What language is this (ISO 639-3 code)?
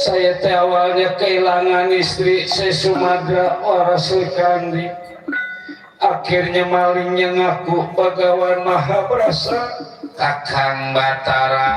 bew